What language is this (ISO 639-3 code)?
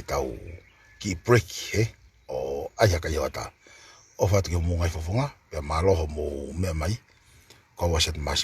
ton